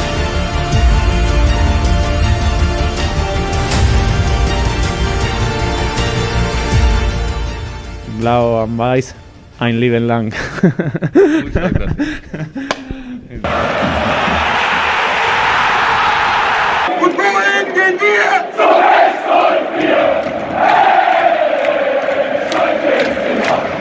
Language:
German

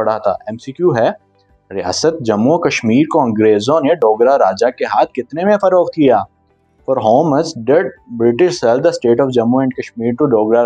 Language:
Urdu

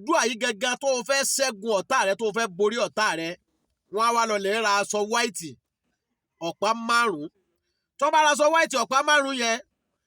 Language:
Yoruba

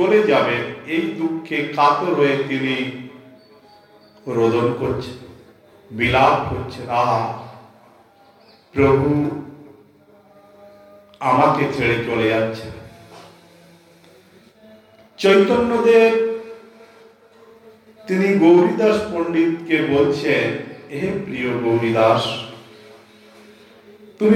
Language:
Bangla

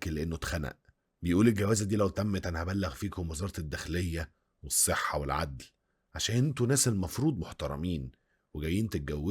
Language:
Egyptian Arabic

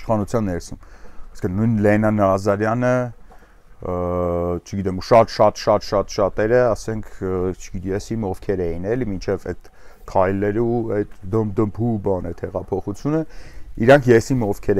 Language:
Armenian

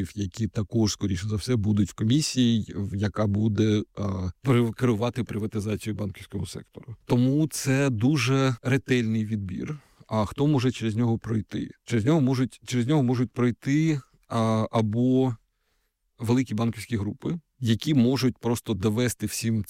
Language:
Ukrainian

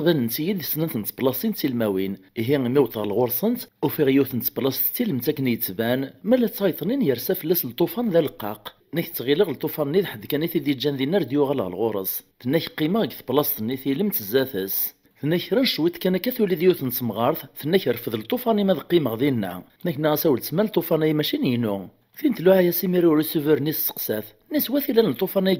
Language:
Kabyle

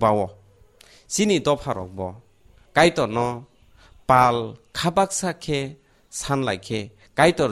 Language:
Kok Borok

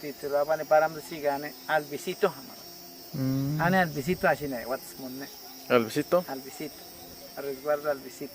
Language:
Awa-Cuaiquer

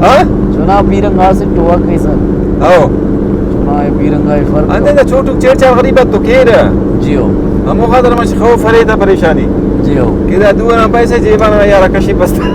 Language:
Brahui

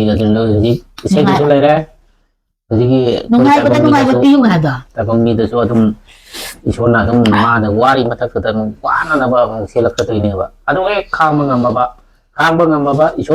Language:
Manipuri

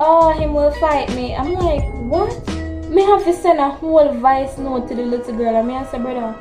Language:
Jamaican Creole English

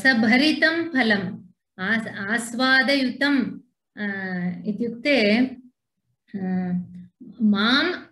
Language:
Sanskrit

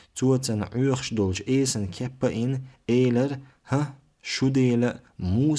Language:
Chechen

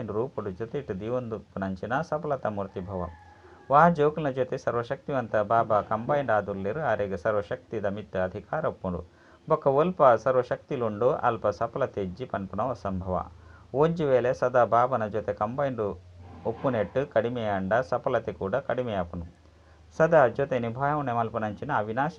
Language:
Tulu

